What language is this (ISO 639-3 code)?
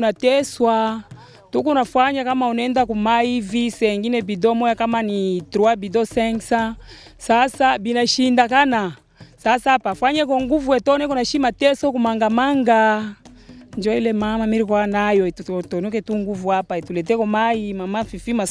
swa